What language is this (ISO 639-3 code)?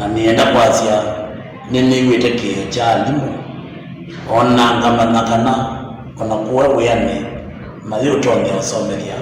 kam